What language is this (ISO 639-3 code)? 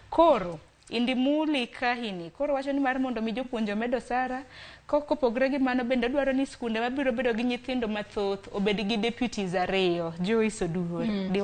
luo